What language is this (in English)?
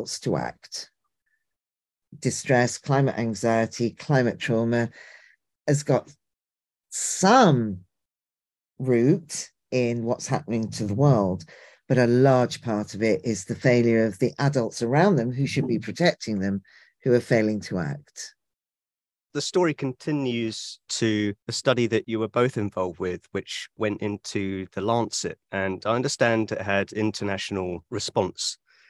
English